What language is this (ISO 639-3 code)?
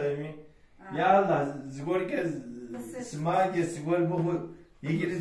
kbd